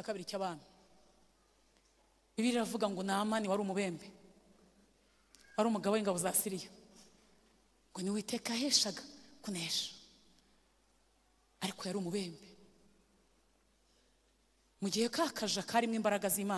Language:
Kinyarwanda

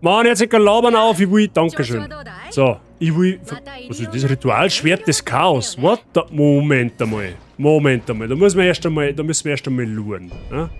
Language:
Bavarian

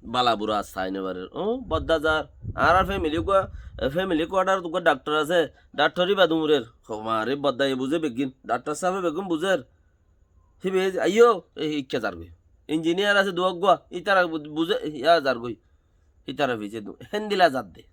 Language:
Rohingya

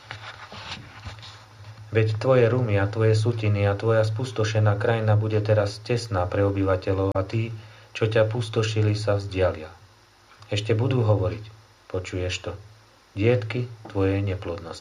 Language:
Slovak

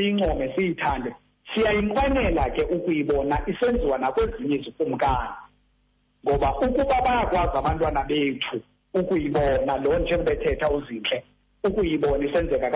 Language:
Xhosa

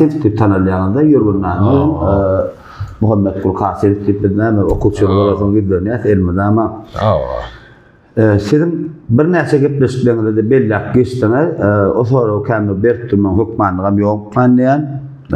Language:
Turkmen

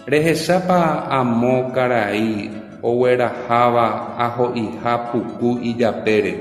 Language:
Guarani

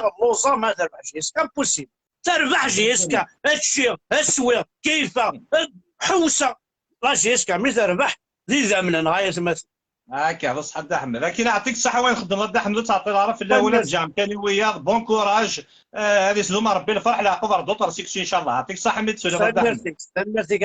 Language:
Kabyle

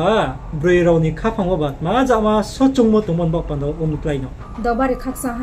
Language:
Riang (India)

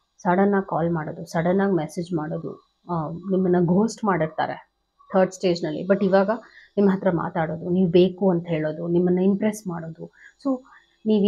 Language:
Kannada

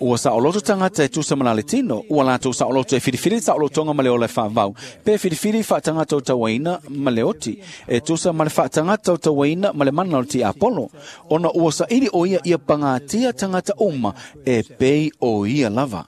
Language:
Samoan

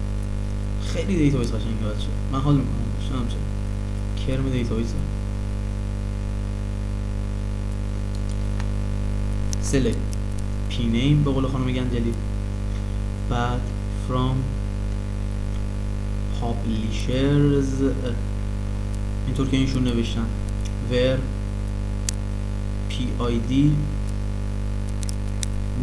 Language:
Persian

